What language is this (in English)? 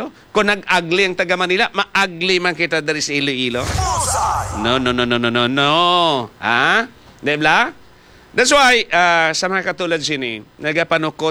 Hiligaynon